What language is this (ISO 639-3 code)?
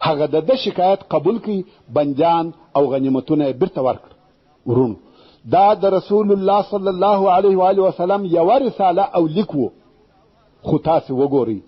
pus